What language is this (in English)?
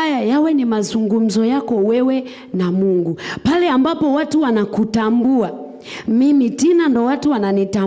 Swahili